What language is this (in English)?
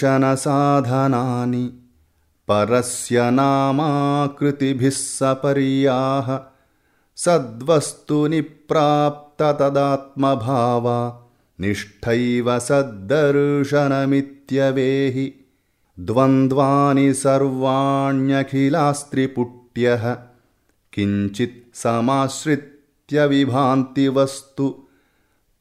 Sanskrit